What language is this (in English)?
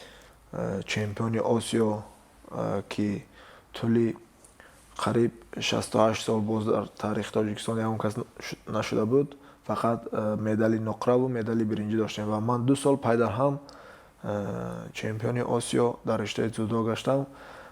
Tajik